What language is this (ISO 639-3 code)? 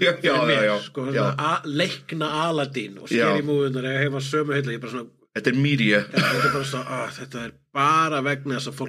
isl